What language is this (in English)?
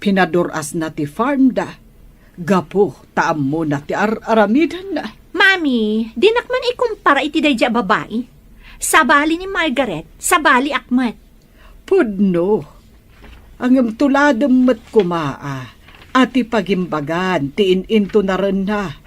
Iloko